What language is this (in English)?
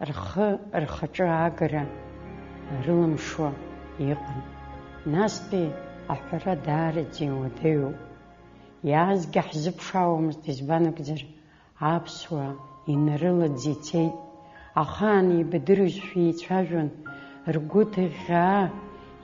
Abkhazian